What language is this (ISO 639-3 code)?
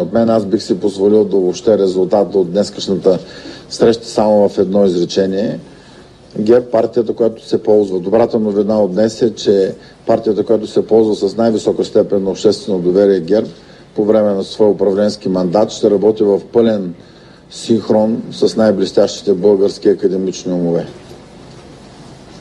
bul